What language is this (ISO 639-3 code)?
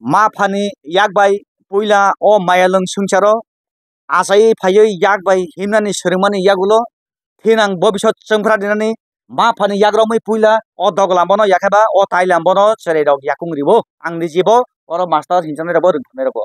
trp